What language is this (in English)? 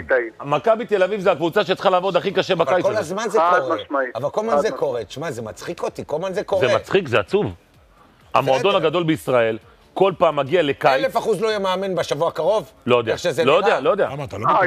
Hebrew